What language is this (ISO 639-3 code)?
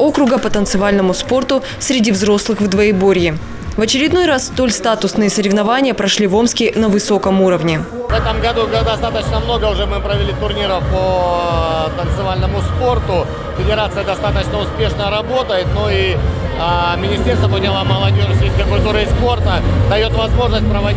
rus